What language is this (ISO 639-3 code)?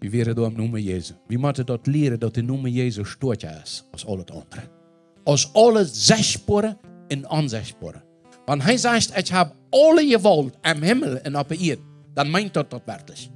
pdt